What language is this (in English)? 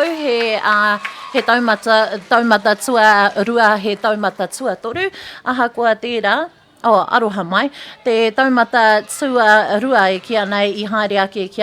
Māori